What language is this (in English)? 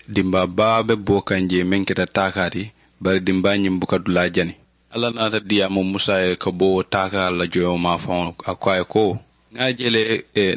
Mandingo